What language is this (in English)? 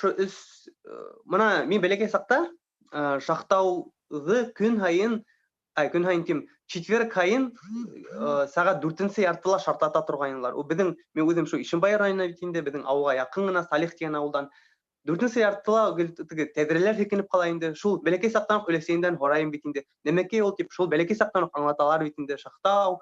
Bashkir